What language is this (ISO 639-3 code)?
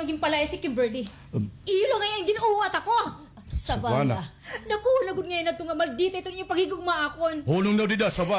war